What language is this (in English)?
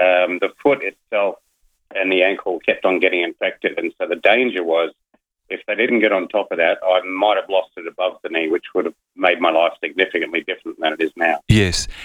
English